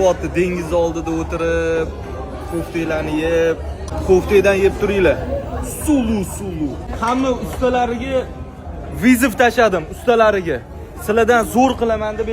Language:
Uzbek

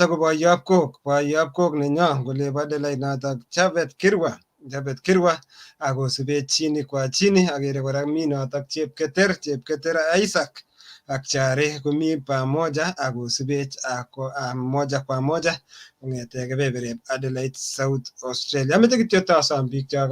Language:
Kalenjin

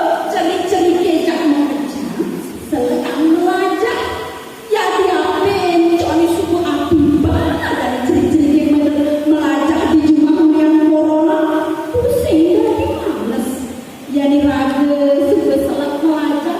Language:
Balinese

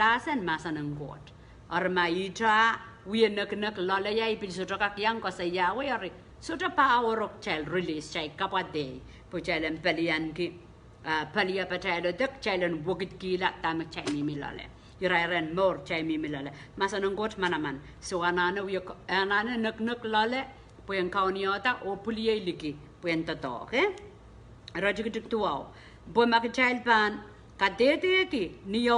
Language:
Pohnpeian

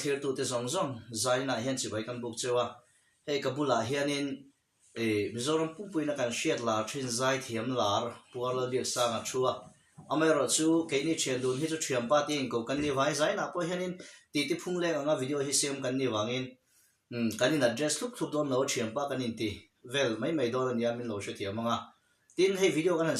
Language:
Mizo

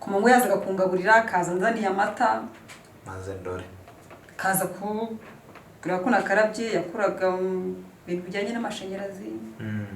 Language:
Kinyarwanda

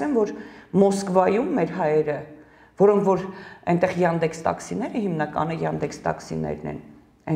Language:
Armenian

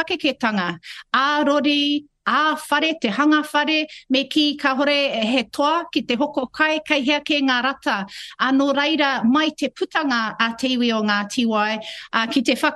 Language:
Māori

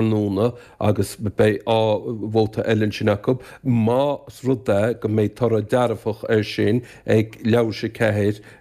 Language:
Irish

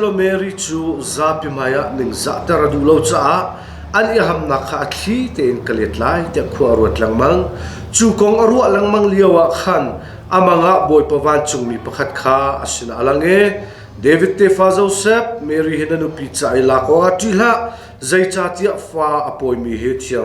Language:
Hakha Chin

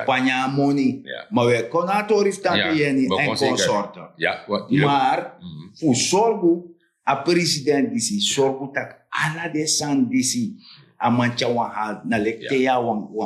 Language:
Sranan Tongo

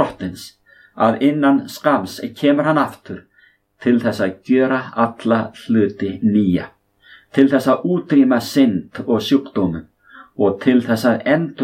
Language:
Icelandic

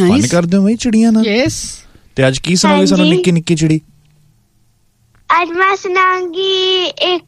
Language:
Punjabi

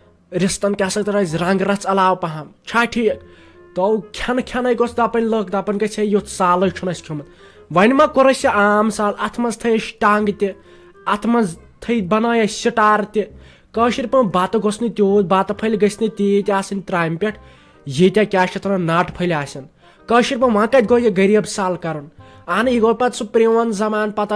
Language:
Kashmiri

